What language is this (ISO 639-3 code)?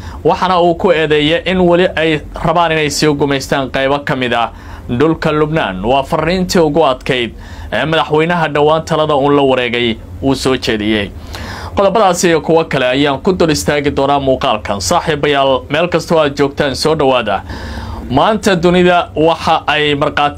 som